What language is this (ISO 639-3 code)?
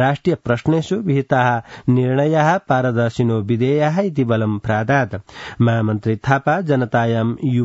san